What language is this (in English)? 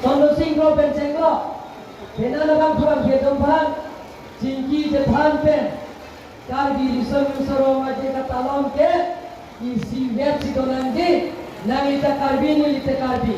Karbi